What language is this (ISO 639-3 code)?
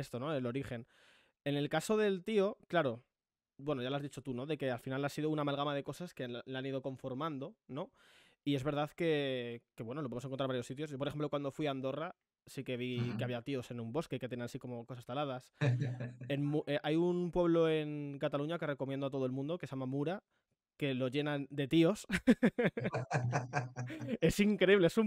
spa